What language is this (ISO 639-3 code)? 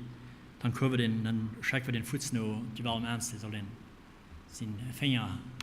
pdt